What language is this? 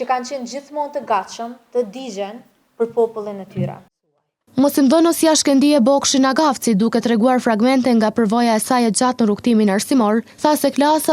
Albanian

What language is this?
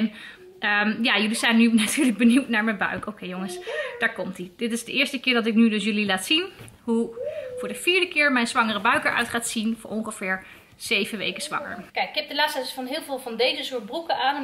Dutch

